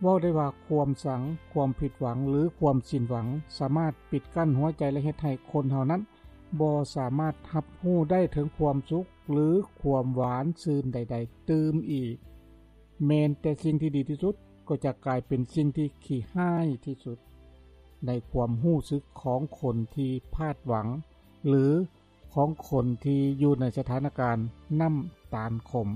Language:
Lao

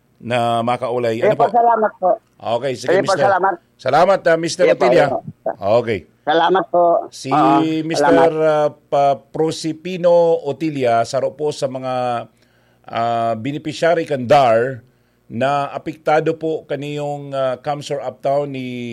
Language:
Bikol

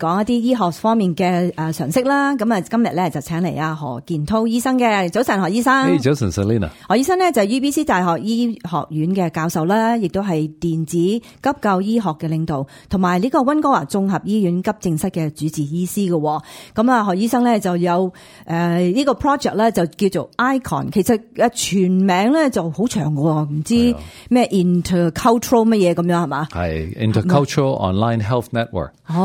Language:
Cantonese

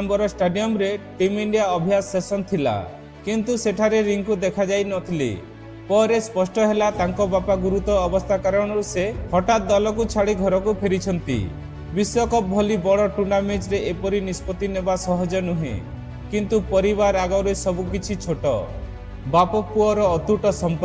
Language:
Odia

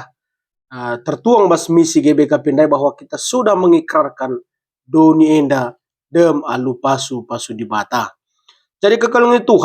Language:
Batak Karo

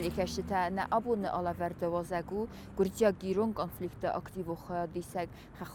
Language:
Ossetic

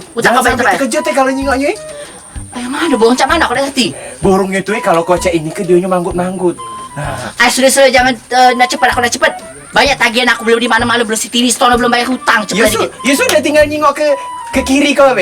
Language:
Musi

